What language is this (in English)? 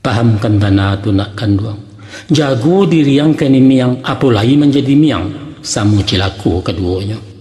Minangkabau